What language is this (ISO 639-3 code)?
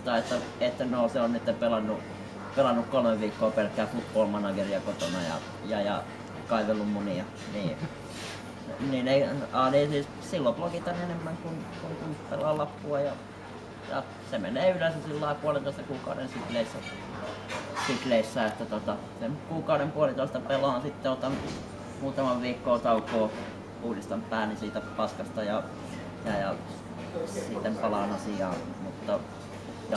fin